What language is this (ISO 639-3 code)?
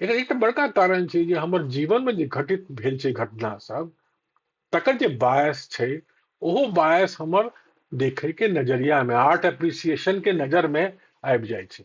mai